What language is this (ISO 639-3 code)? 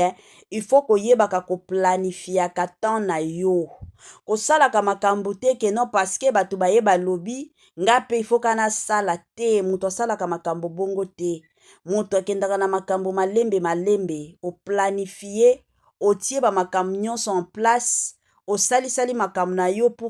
lin